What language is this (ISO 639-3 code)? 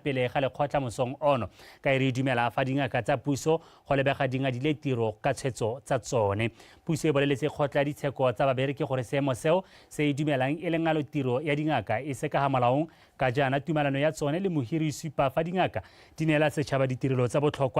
tsn